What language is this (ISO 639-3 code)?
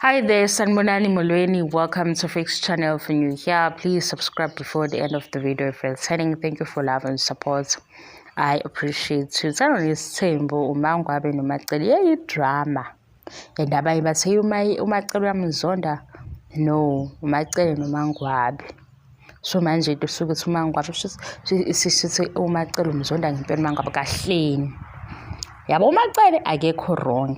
zul